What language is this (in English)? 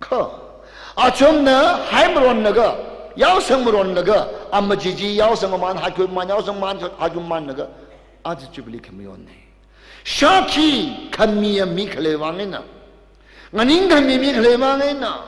Tangkhul Naga (India)